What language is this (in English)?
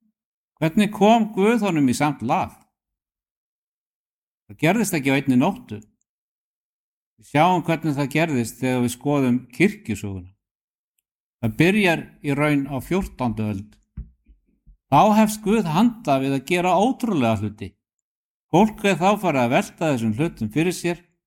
Icelandic